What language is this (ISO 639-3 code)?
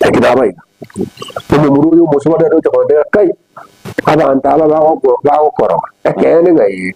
guz